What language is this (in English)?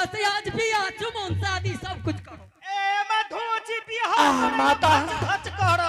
Angika